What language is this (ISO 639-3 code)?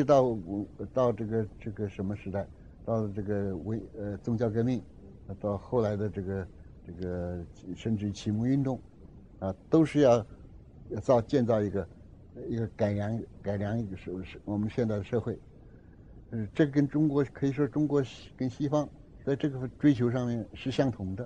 zho